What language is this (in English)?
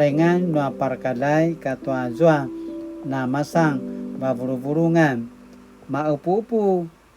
Paiwan